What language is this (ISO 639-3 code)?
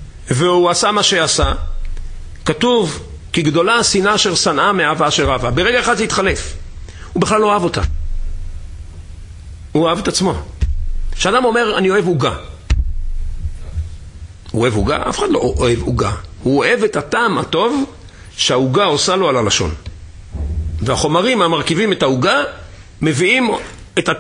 heb